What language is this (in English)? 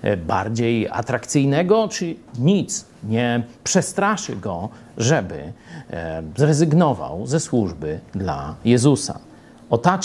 Polish